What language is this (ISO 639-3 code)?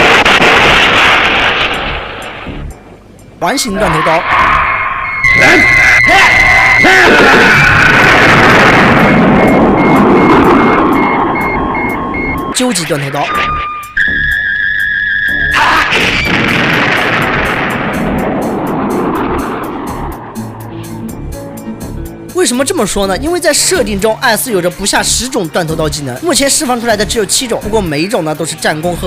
zho